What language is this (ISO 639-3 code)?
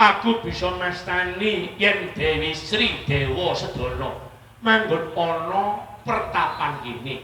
jav